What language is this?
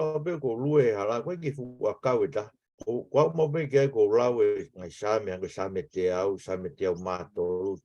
Tongan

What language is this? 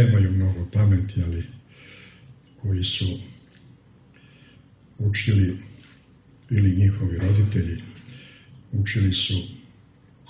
Serbian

